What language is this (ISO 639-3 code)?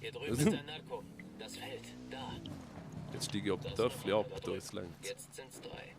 gsw